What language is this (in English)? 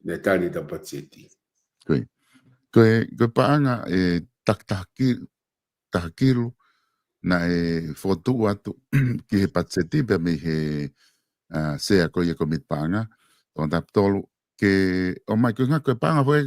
Tongan